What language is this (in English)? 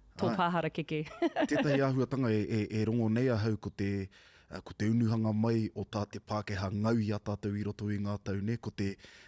Māori